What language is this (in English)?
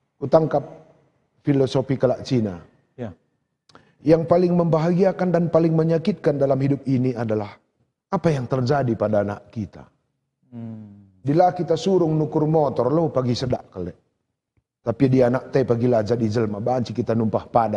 Batak Karo